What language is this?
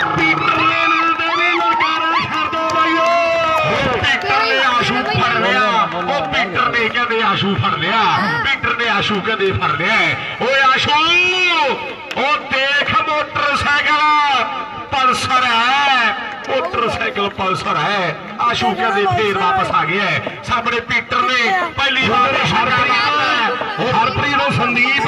Punjabi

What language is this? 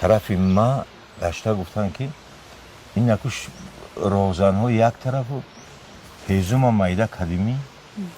Tajik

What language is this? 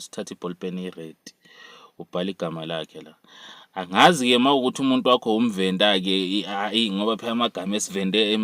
Zulu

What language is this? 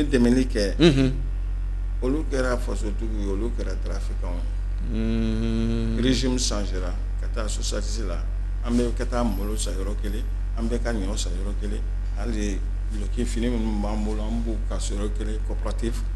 Bambara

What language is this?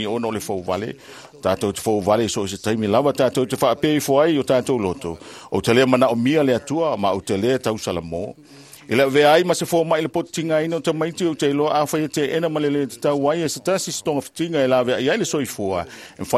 Samoan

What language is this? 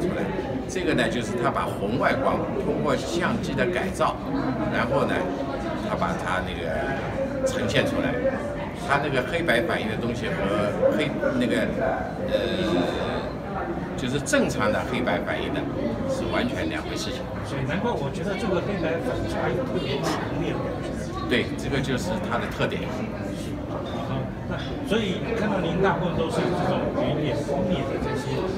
Chinese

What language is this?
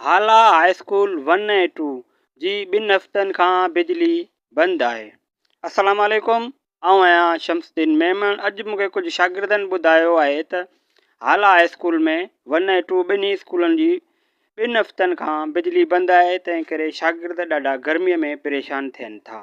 Sindhi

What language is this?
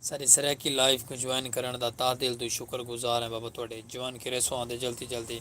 Saraiki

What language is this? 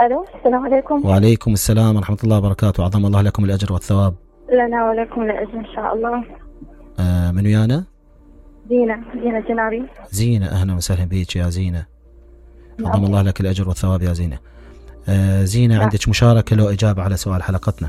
Mesopotamian Arabic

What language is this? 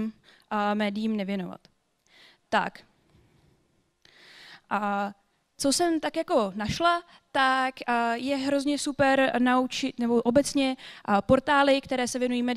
Czech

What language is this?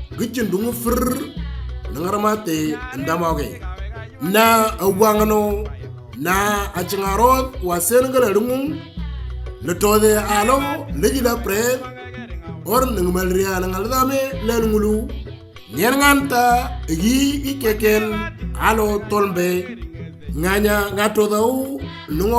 Moro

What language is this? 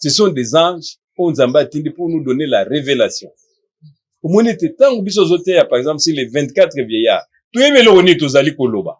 Lingala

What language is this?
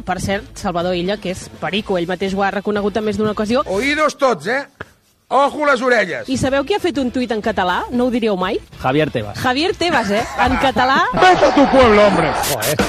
Catalan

